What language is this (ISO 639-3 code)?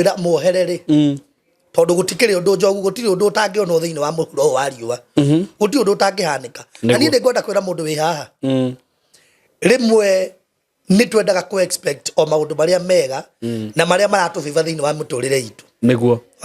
kik